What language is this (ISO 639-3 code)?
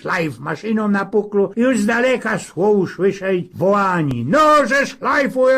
szl